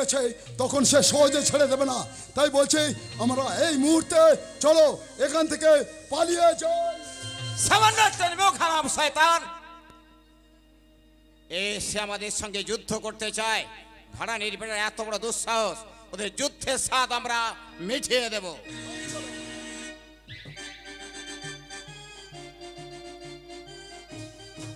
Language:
Bangla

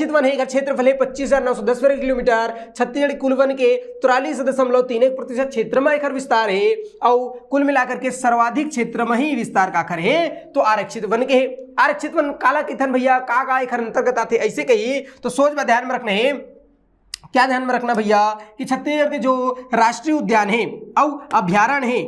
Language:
Chhattisgarhi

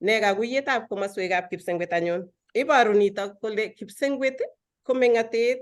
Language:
Kalenjin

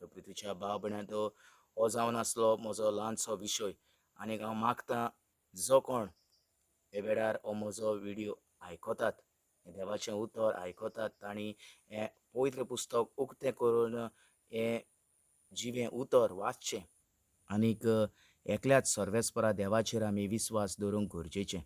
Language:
Konkani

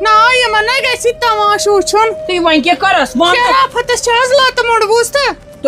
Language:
Kashmiri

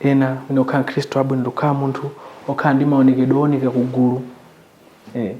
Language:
Nyanja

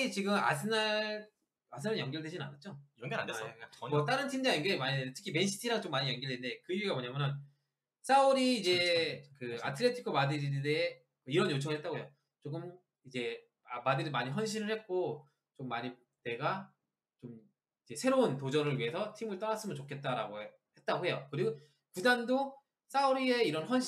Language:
Korean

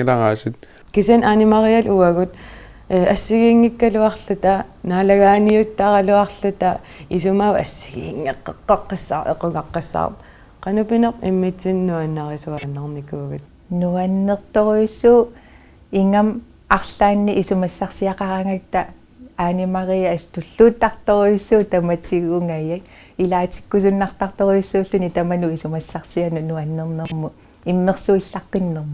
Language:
Kalaallisut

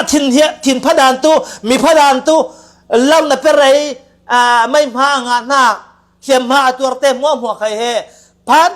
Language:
Falam Chin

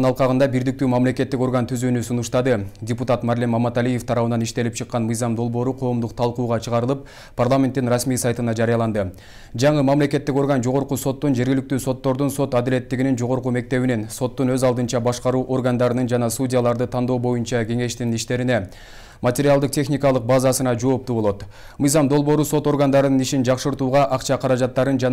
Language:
Kyrgyz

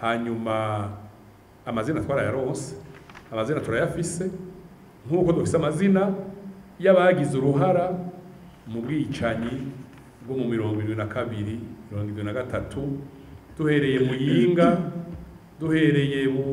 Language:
Rundi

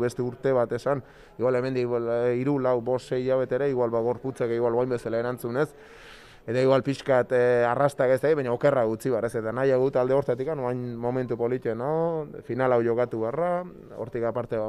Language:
Basque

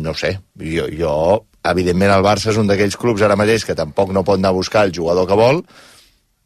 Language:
Catalan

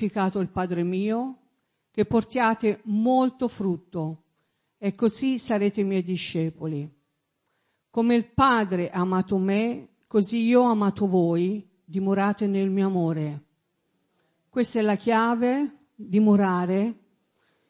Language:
Italian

